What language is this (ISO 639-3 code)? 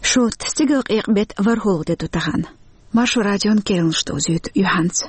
che